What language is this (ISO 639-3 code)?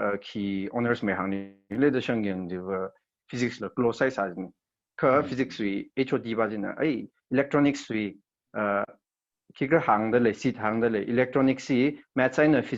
nmf